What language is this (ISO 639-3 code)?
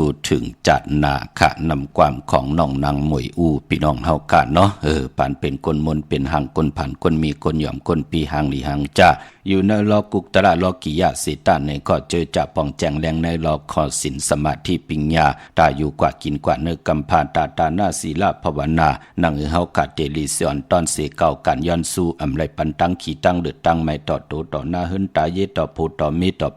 shn